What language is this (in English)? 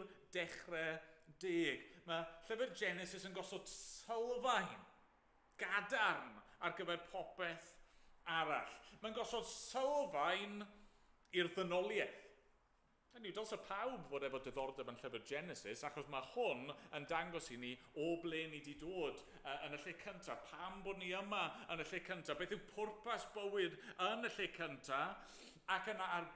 Welsh